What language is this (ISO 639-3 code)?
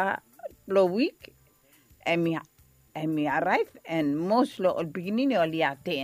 bis